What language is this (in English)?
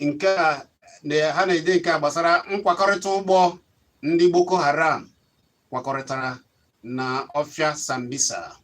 Igbo